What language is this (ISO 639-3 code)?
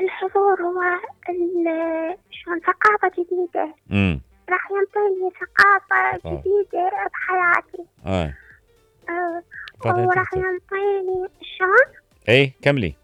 acm